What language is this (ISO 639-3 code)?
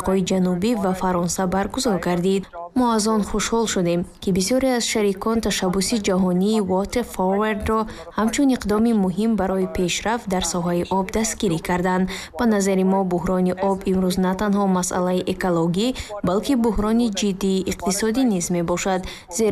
tgk